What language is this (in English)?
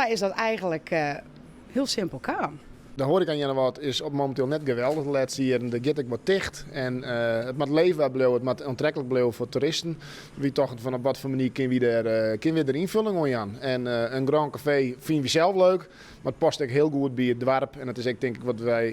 Western Frisian